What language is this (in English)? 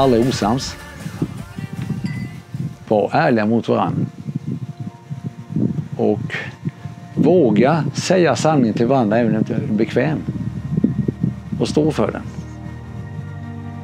Swedish